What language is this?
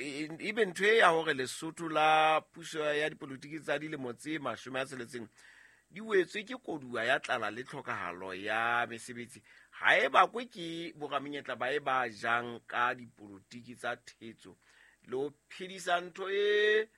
Southern Sotho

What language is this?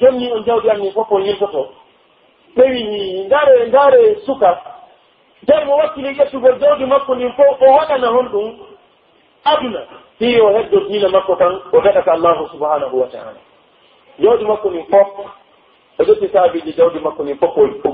Pular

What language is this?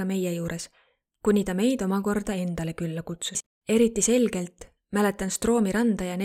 Estonian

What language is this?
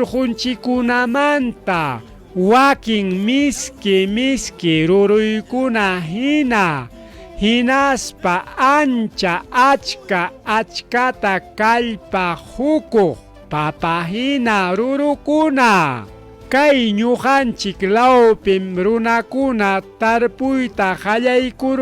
Ayacucho Quechua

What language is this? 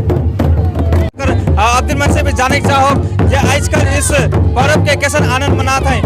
Sadri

